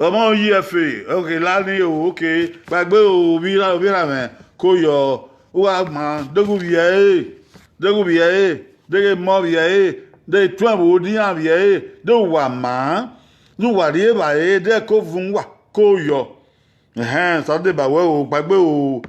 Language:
Bini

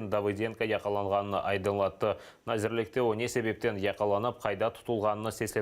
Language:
Crimean Tatar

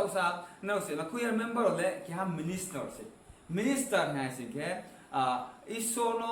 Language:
Riang (India)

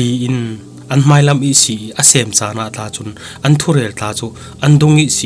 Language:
Falam Chin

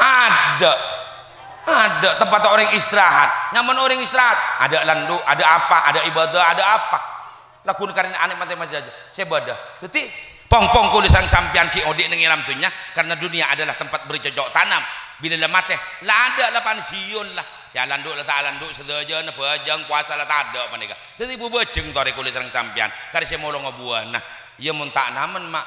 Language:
Madurese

